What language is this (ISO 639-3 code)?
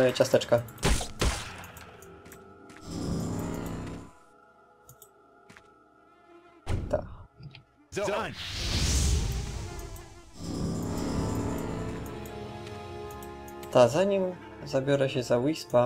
pol